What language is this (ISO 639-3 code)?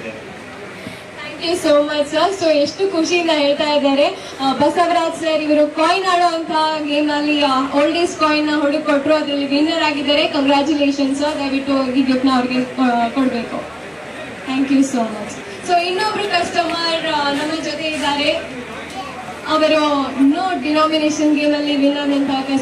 kan